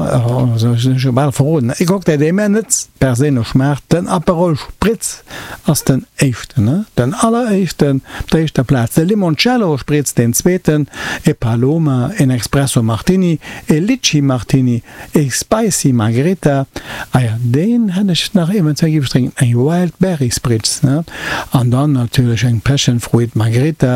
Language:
Luxembourgish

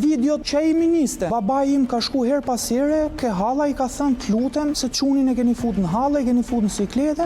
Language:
Albanian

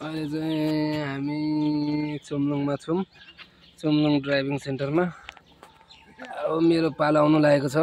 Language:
Nepali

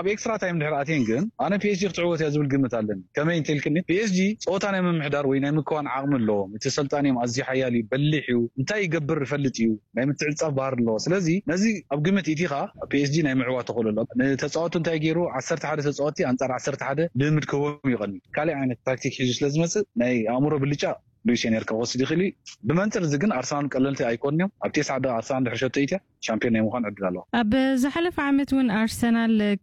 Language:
Tigrinya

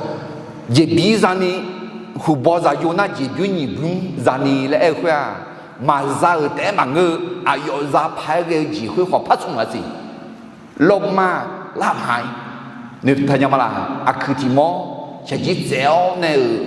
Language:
Akha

